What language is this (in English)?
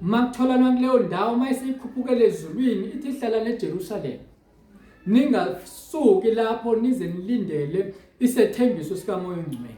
Zulu